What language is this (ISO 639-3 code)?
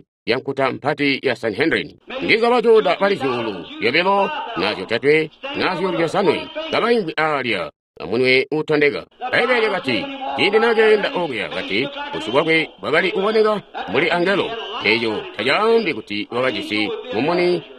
toi